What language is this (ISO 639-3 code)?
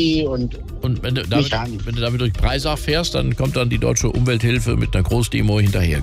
deu